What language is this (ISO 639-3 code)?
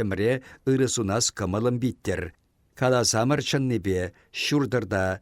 chv